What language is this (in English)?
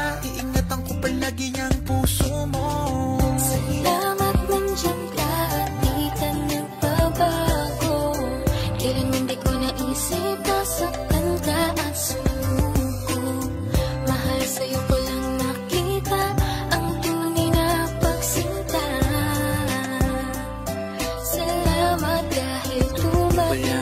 Filipino